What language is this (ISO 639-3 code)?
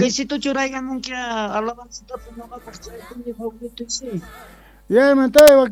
que